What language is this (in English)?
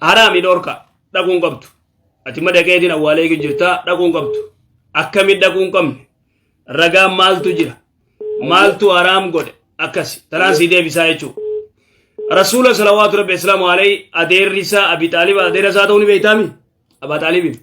Oromo